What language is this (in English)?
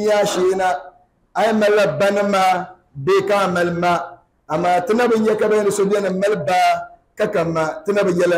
Dagbani